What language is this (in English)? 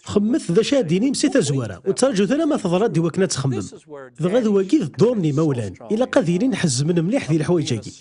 Kabyle